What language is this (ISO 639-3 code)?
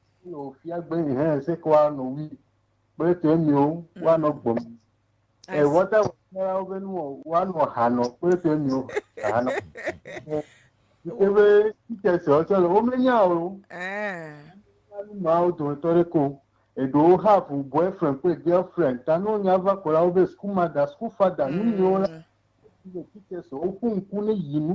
ewe